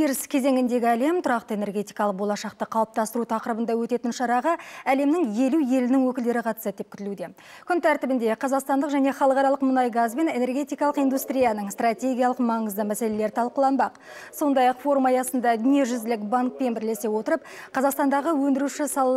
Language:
Kazakh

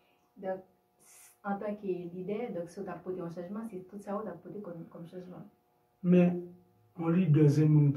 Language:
Haitian Creole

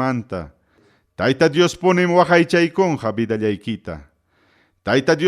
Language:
Ayacucho Quechua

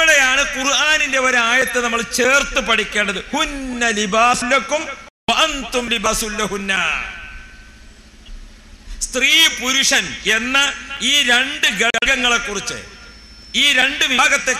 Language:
Malayalam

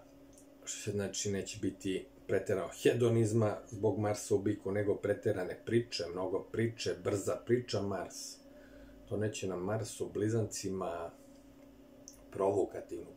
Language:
Serbian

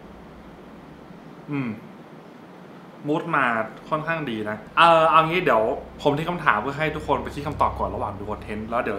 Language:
Thai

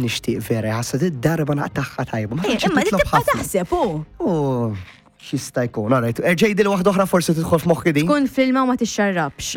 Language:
Maltese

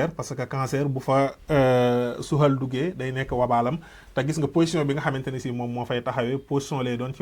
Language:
Wolof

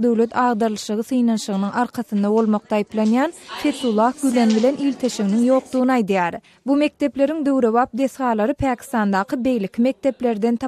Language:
Turkmen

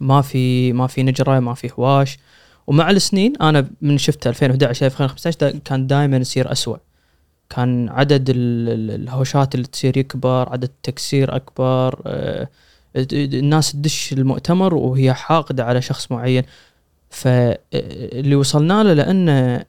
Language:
Gulf Arabic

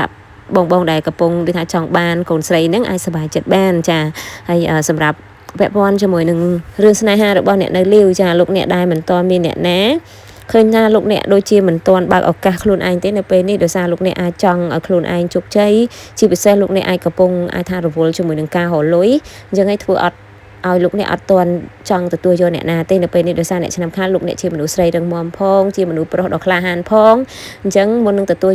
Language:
Khmer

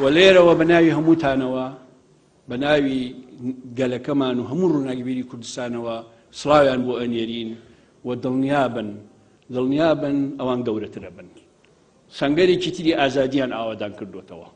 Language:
Central Kurdish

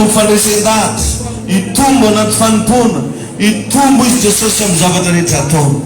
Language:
Malagasy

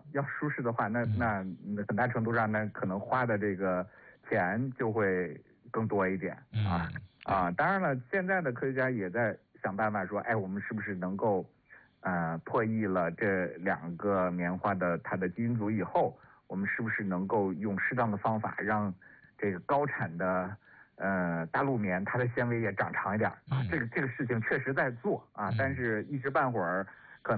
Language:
Chinese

